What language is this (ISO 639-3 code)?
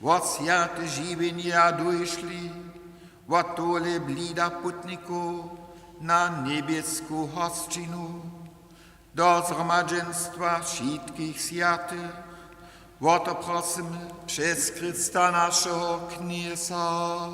hsb